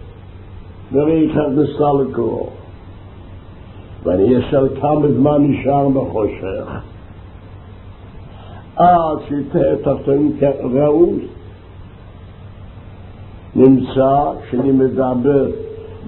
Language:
Hebrew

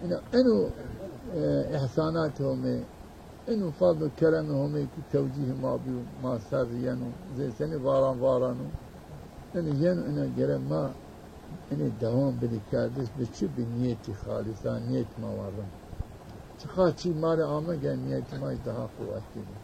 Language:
Zaza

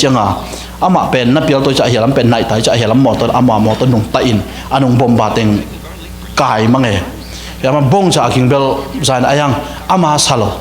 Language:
Tedim Chin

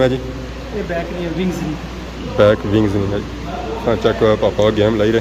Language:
Pahari-Potwari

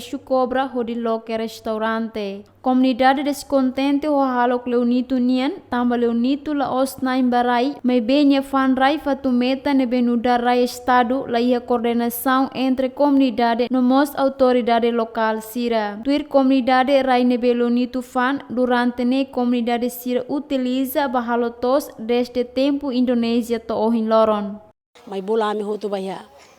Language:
Tetum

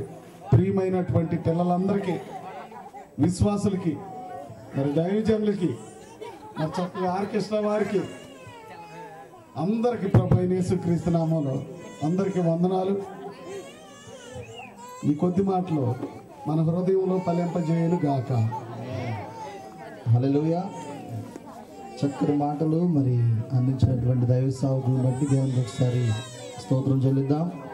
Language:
Telugu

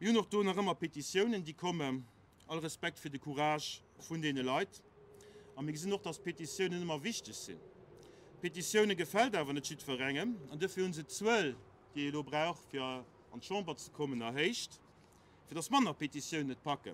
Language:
Luxembourgish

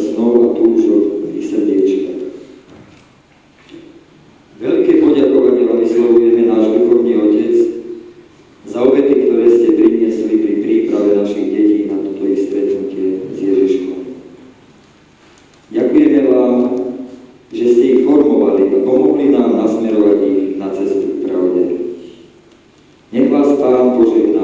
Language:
Slovak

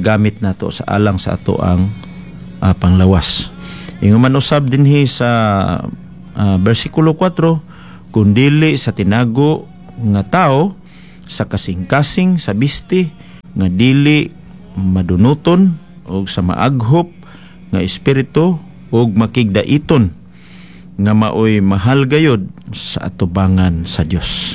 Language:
Cebuano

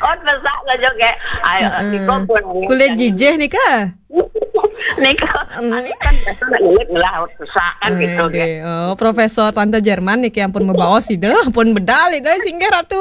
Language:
Balinese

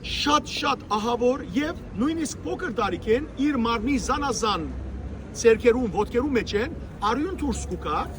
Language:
Western Armenian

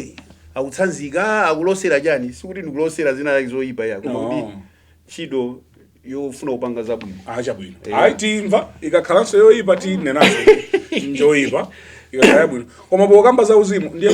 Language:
Nyanja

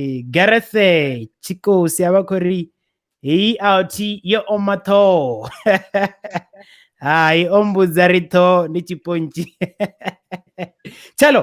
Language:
Venda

